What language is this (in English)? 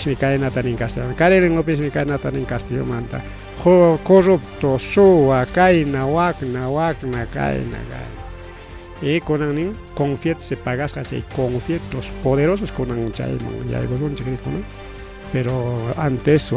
Ayacucho Quechua